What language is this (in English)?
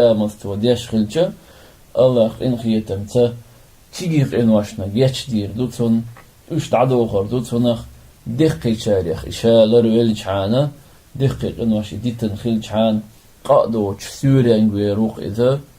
Chechen